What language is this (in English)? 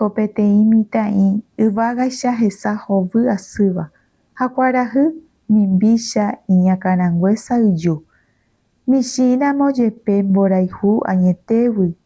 Guarani